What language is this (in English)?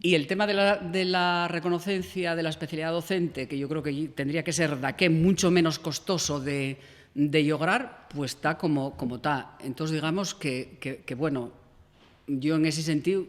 Asturian